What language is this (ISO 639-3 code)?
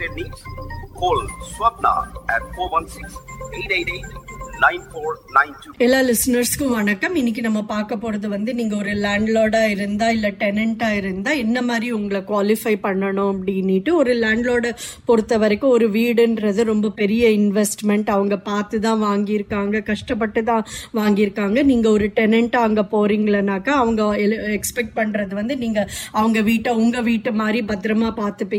tam